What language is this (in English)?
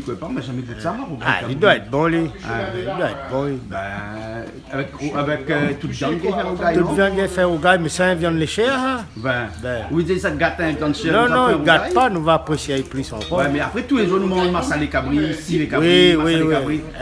Réunion Creole French